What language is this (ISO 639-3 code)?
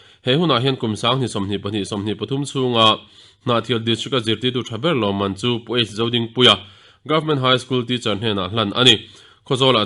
lus